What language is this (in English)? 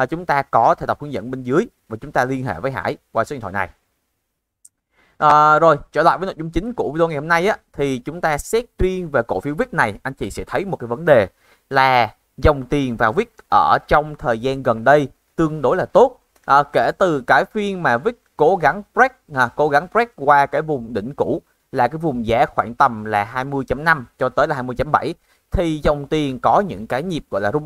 Vietnamese